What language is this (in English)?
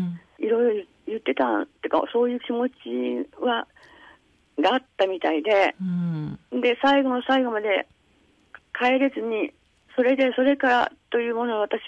Japanese